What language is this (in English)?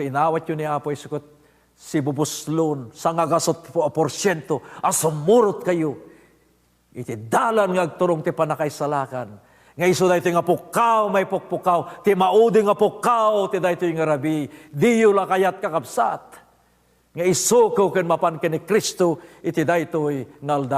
Iloko